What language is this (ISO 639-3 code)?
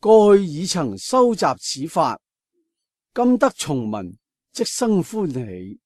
yue